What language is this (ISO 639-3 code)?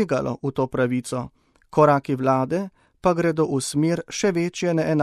slv